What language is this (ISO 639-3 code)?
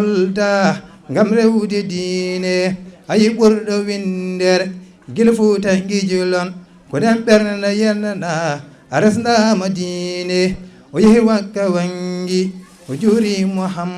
ful